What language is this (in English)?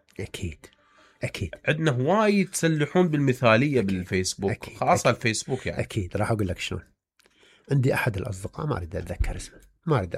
Mesopotamian Arabic